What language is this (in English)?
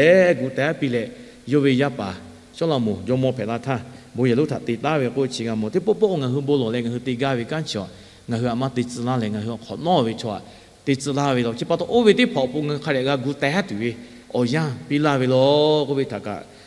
Lahu